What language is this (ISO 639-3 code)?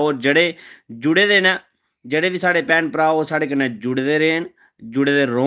doi